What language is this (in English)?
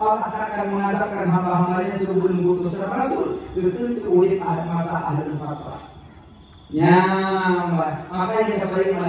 Malay